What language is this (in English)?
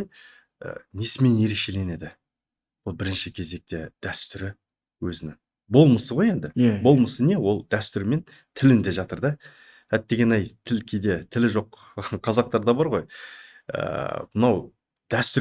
Kazakh